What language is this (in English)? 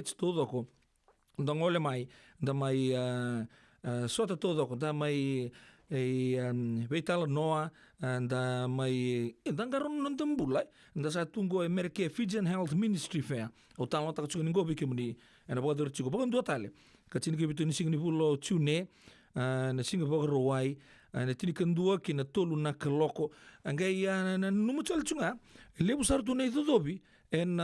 Fijian